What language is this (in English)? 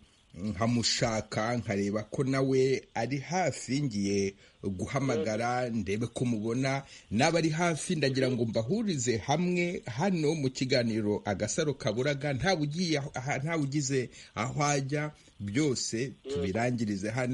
Kinyarwanda